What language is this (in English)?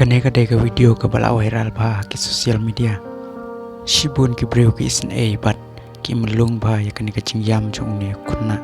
Khasi